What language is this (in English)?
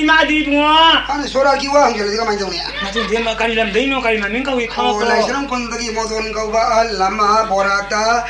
Manipuri